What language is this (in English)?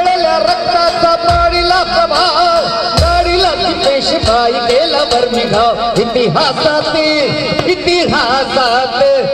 Marathi